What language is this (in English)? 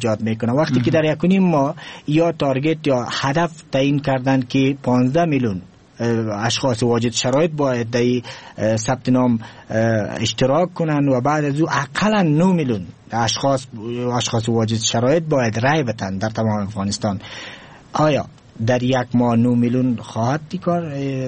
Persian